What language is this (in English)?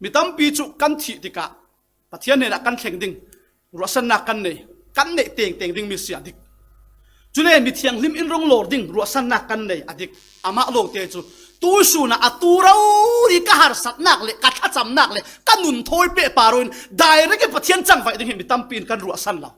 Falam Chin